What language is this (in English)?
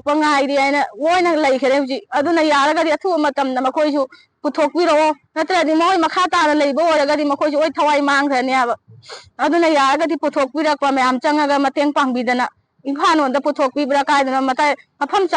Manipuri